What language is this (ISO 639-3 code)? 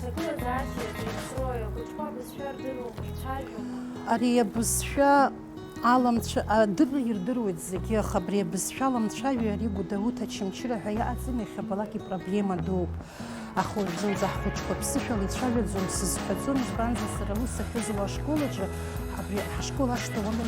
abk